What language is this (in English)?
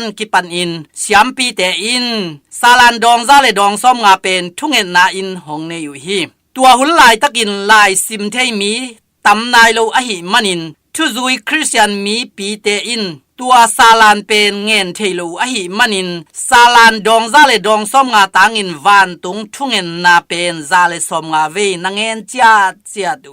Tedim Chin